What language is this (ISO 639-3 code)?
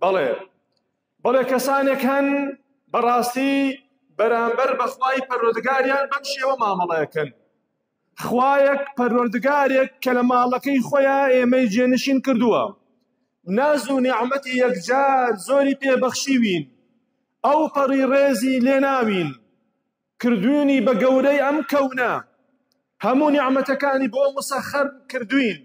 ckb